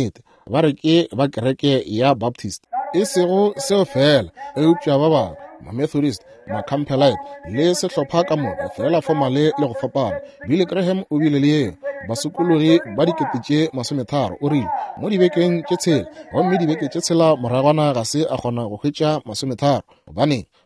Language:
Northern Sotho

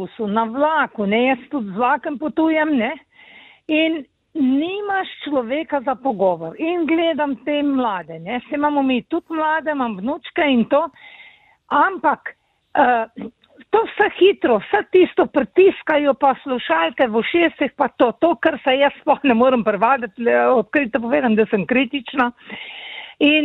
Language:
Slovenian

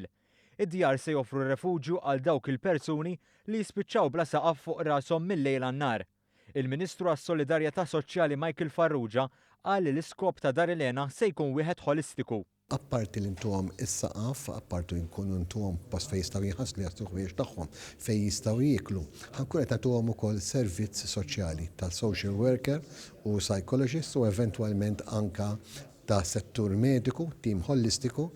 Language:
Maltese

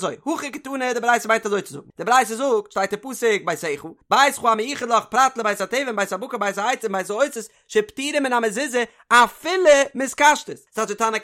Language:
Yiddish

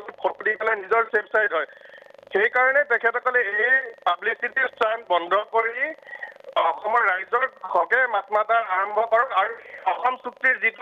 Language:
Assamese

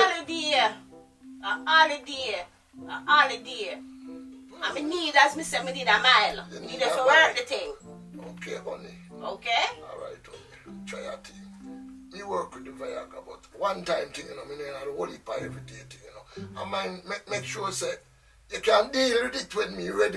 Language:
Jamaican Creole English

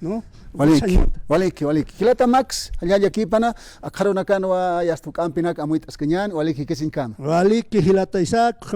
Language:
Aymara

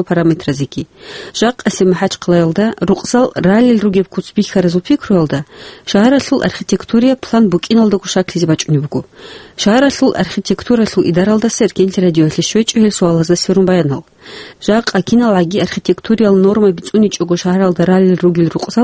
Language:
Avaric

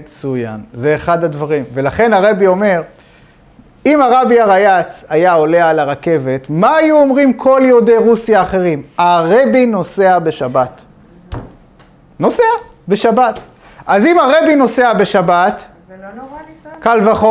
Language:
Hebrew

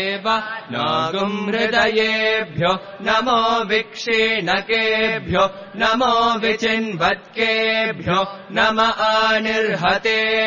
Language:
Sanskrit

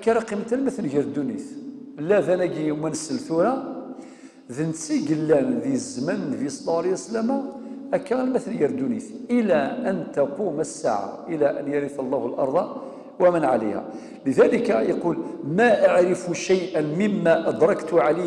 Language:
Kabyle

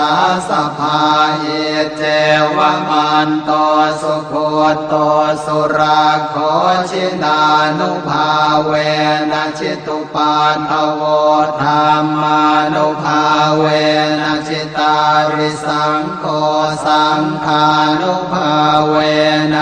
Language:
Pali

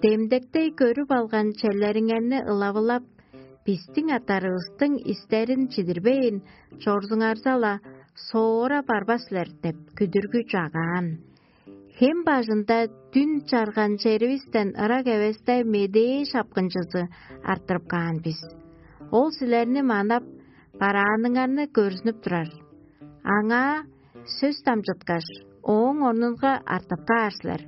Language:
Tuvinian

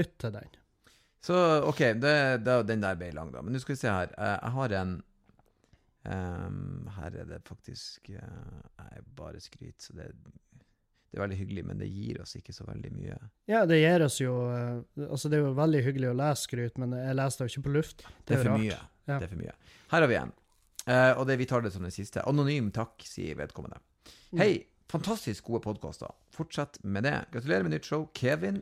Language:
Norwegian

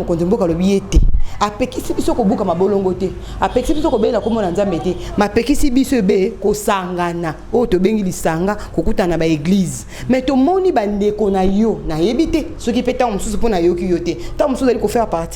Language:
Lingala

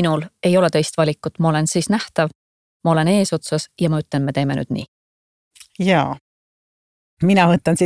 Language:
Estonian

